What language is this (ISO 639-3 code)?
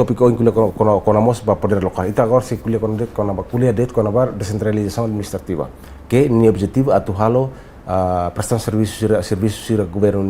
tet